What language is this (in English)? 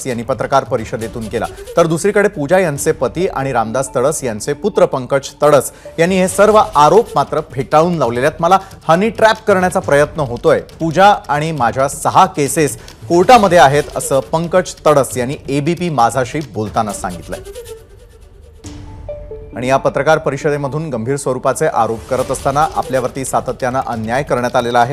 Marathi